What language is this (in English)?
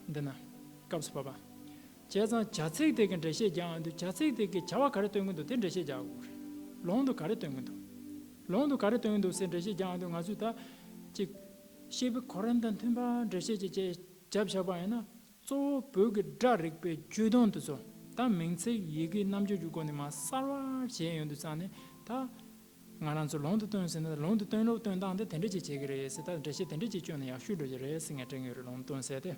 Tibetan